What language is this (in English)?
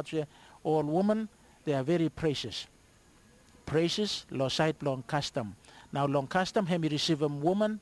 Bislama